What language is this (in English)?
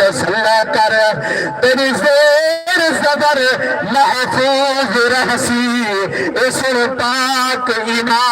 Saraiki